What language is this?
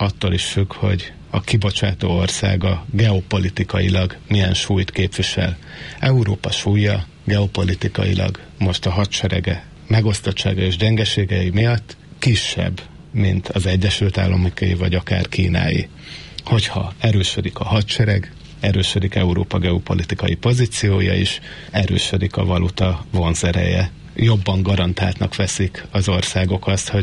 Hungarian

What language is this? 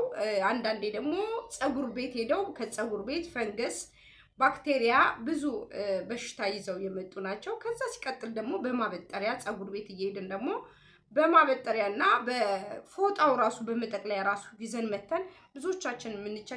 Amharic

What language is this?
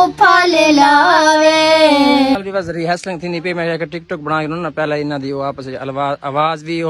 Saraiki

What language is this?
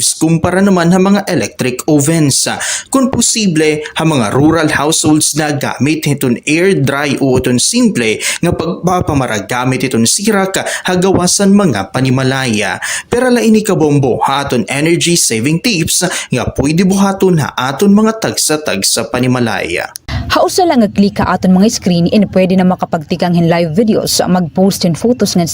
Waray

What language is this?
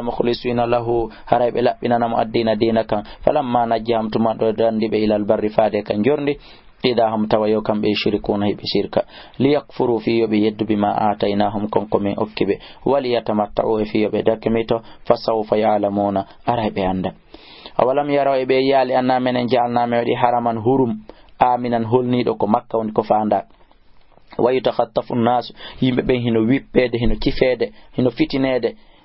Fula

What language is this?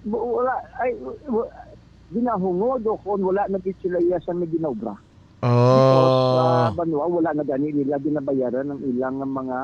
Hiligaynon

